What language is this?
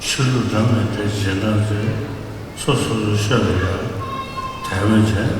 Tibetan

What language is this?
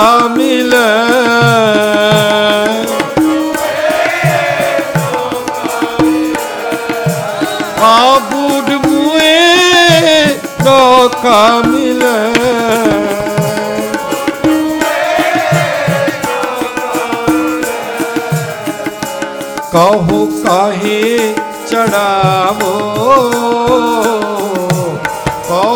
Punjabi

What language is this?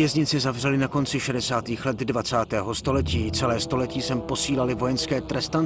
Czech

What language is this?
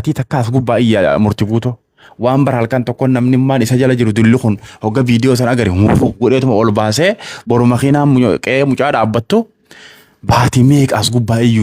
Oromo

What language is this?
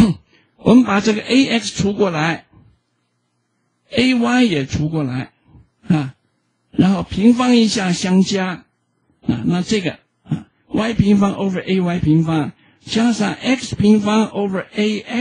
Chinese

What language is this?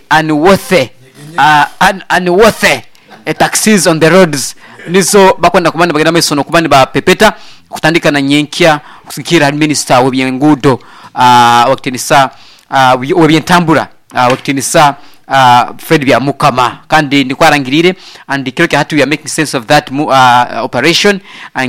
Nyoro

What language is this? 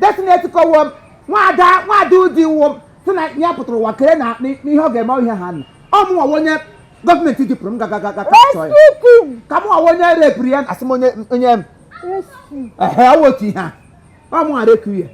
Igbo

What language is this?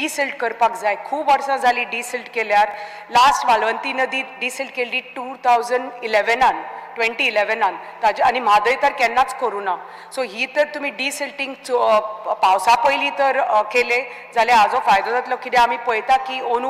Konkani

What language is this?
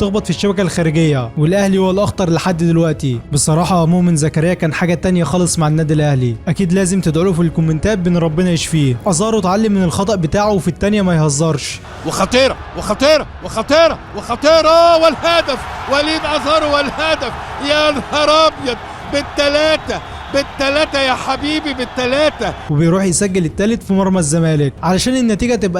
Egyptian Arabic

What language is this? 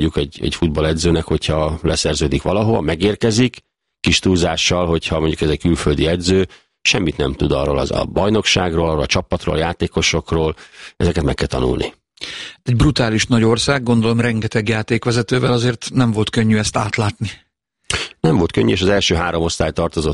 Hungarian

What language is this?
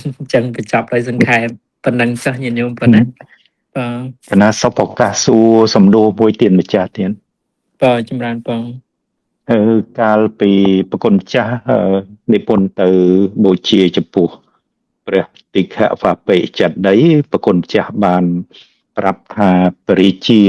Khmer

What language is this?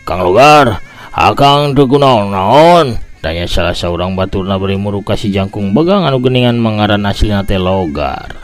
Sundanese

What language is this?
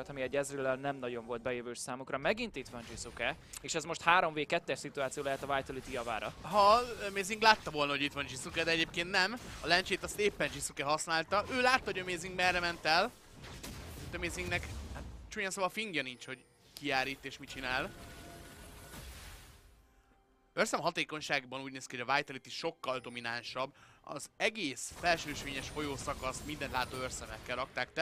Hungarian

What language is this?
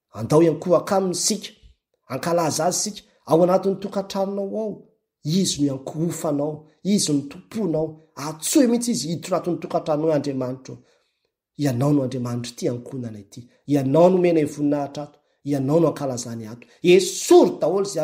Malagasy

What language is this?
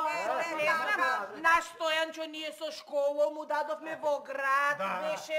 Macedonian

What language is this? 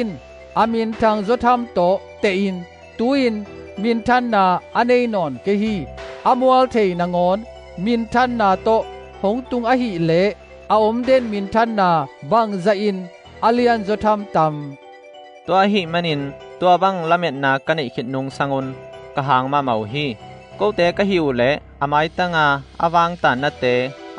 Tedim Chin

